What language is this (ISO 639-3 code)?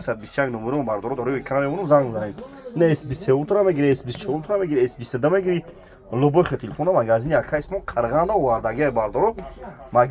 tgk